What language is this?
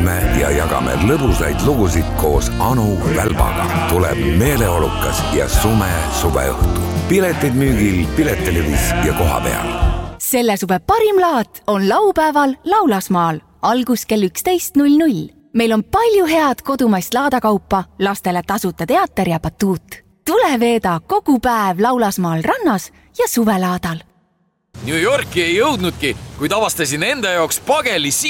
Estonian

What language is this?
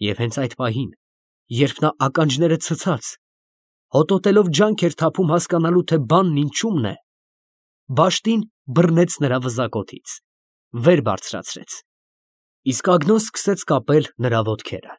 Armenian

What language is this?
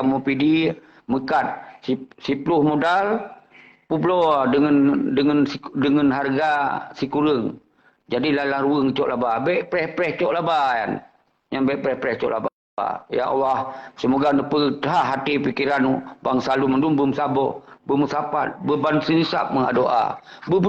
Achinese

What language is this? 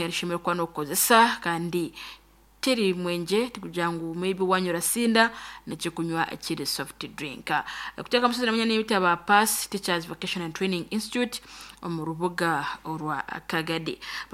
Nyoro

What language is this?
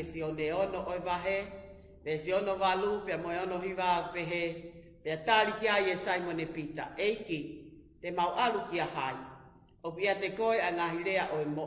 Tongan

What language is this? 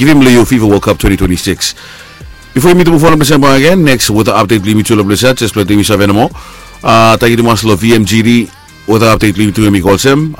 Bislama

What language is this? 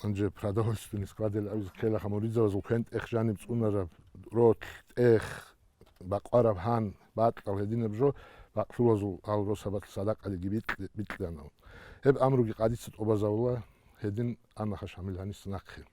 Avaric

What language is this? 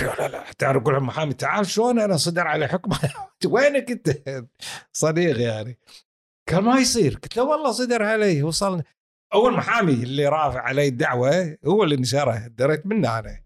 Gulf Arabic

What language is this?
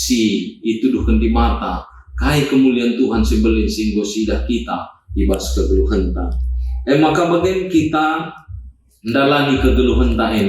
Batak Karo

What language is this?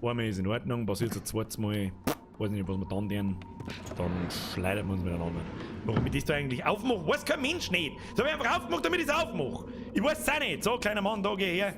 Bavarian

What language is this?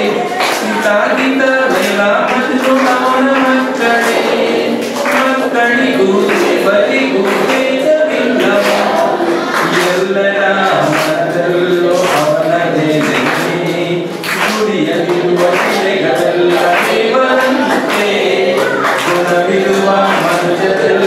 Kannada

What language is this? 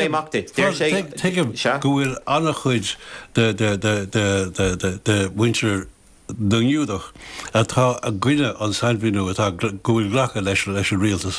Irish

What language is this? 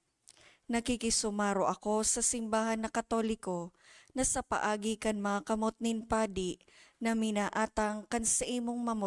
Bikol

